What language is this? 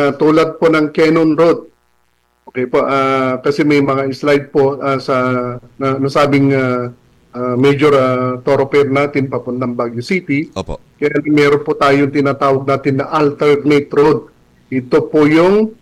Filipino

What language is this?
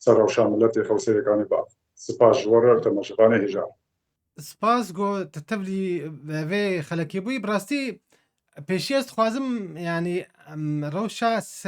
Kurdish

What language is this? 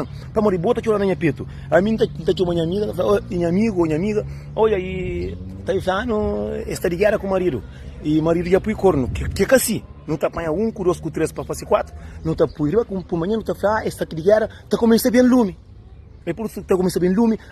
Kabuverdianu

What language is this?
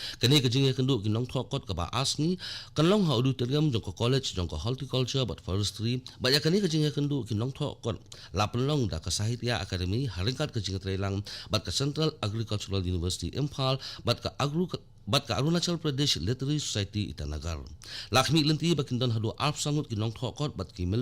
Khasi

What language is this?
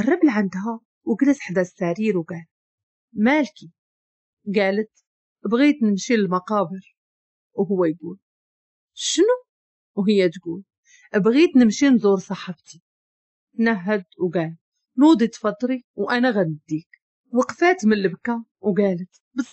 Moroccan Arabic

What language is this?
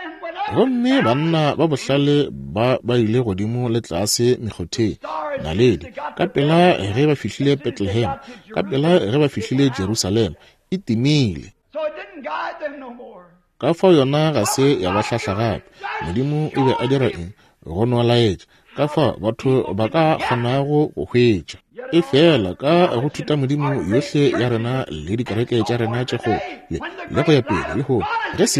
Northern Sotho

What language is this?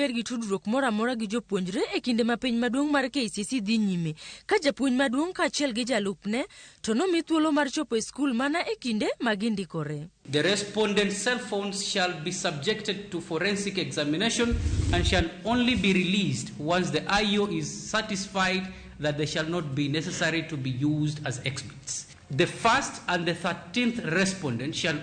Luo (Kenya and Tanzania)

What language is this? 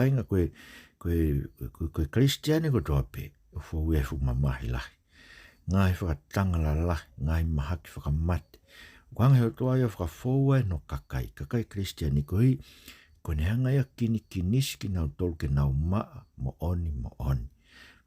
Tongan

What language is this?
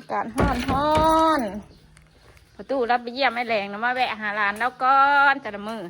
Northeastern Thai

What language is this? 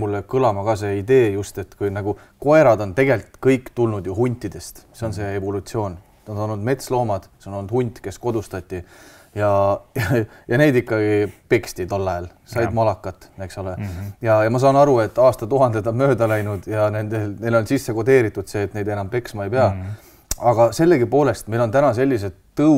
Estonian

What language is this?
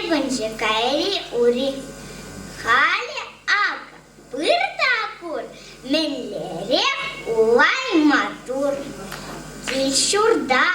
Chuvash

